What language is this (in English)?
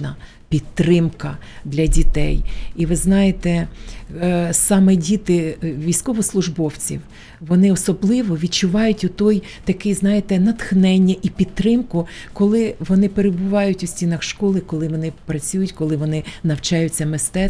Ukrainian